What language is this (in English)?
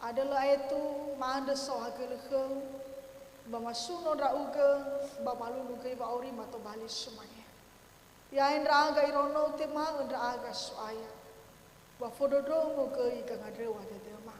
Nias